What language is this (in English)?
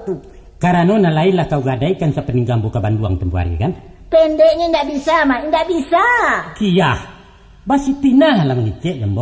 Minangkabau